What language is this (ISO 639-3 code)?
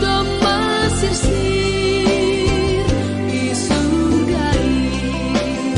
bts